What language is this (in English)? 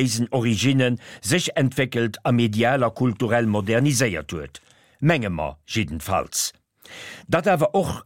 Luxembourgish